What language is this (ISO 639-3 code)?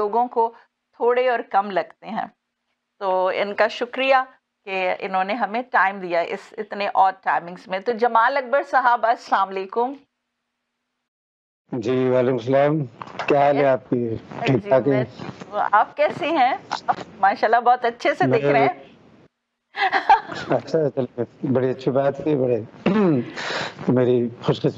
urd